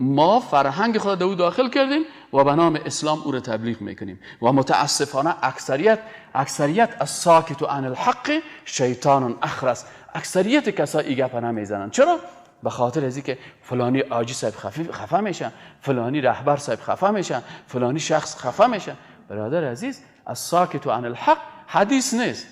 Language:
Persian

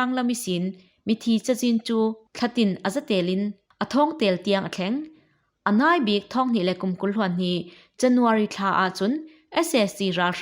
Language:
Falam Chin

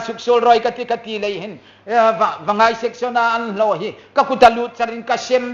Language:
Hmar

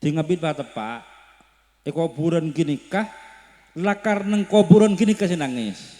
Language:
Madurese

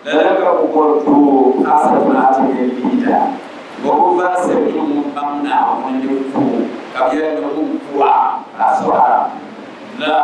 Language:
Dagbani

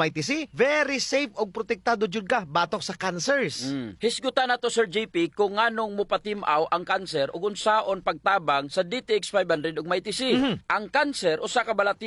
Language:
Cebuano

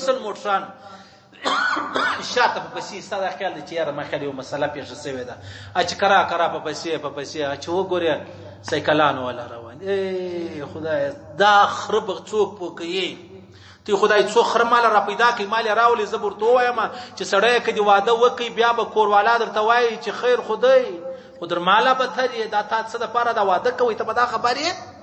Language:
Pashto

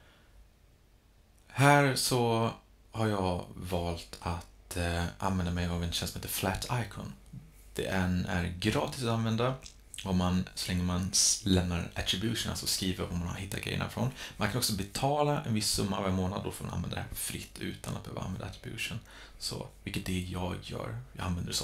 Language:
Swedish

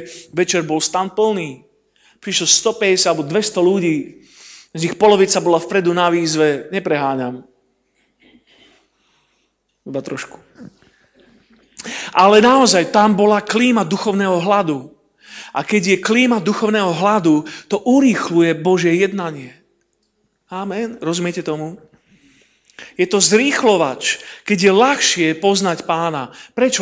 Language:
Slovak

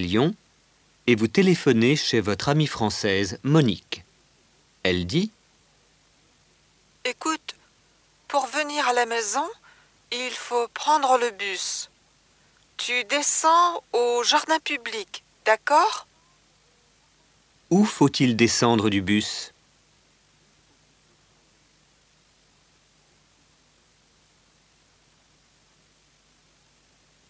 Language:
French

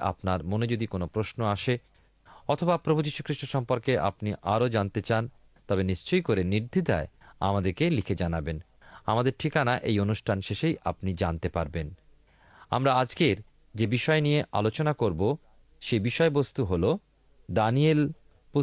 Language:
Bangla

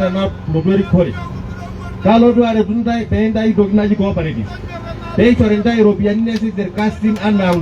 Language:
Masai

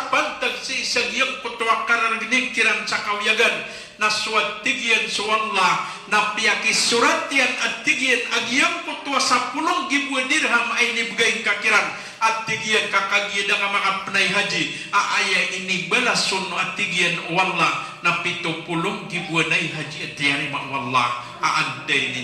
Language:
Maranao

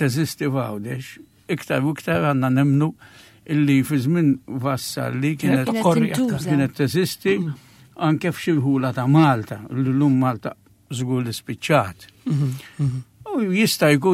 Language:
Maltese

